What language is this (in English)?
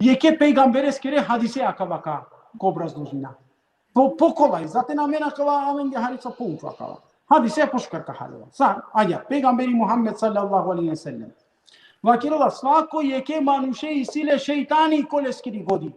Balkan Romani